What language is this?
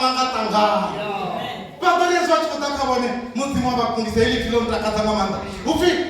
Venda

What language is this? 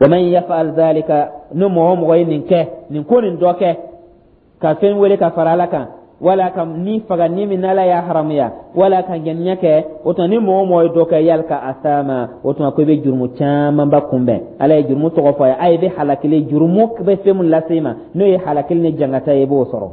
Dyula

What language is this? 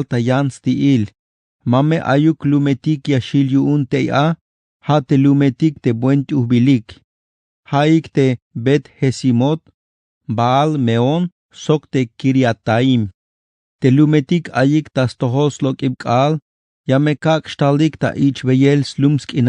Tzeltal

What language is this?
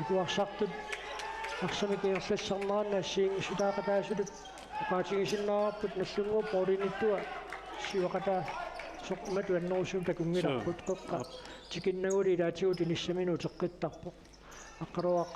Kalaallisut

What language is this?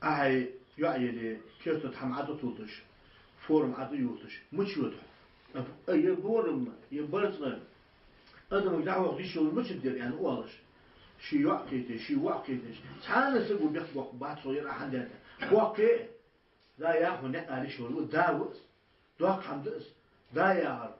Ingush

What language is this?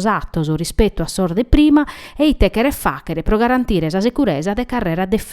Sardinian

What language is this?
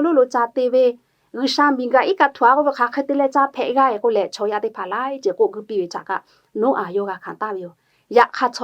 Lahu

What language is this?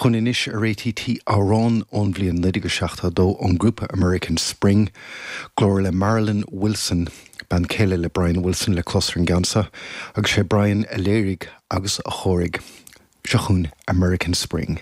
Irish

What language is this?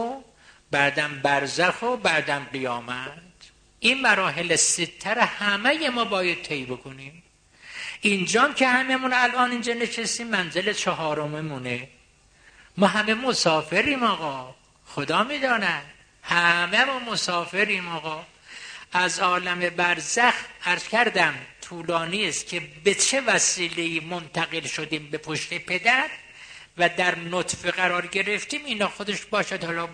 Persian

